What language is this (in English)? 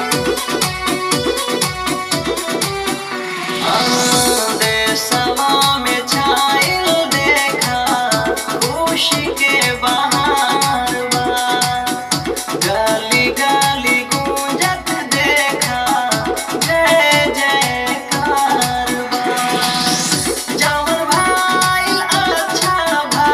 Bhojpuri